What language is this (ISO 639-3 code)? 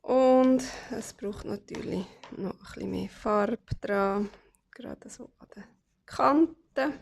gsw